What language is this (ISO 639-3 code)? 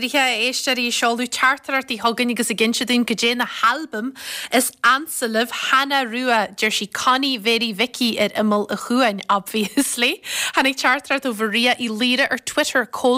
gle